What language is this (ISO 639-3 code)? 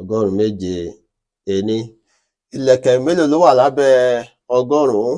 yor